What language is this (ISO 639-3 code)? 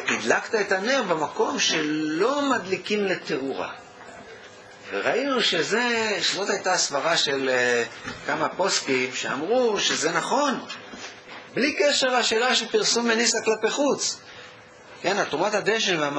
heb